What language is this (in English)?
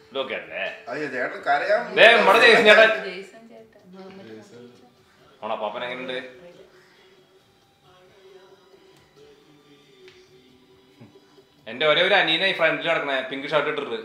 Malayalam